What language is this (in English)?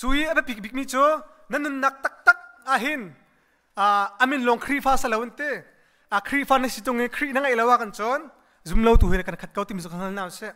Hakha Chin